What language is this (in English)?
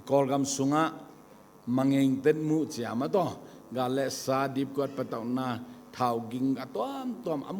Tedim Chin